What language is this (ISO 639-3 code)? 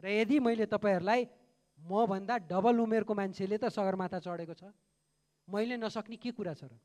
nep